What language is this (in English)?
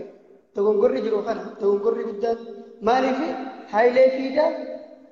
Oromo